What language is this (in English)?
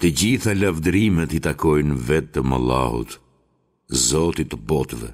Albanian